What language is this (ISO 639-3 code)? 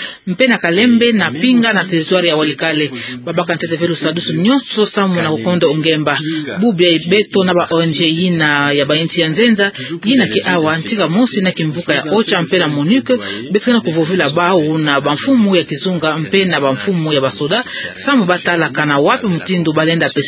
ktu